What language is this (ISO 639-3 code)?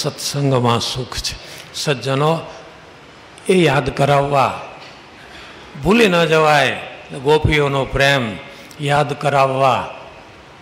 guj